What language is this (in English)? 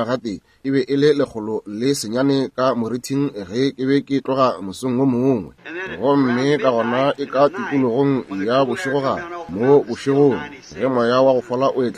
Northern Sotho